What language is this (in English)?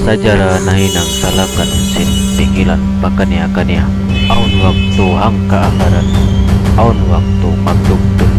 Tausug